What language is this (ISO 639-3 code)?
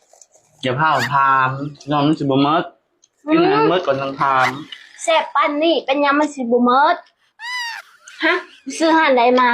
tts